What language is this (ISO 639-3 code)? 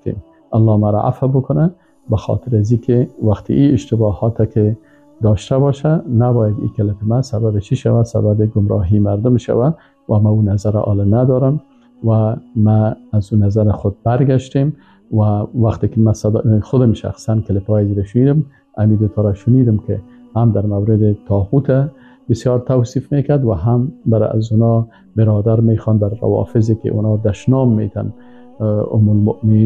fas